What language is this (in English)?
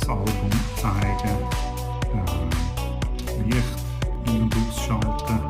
Swiss German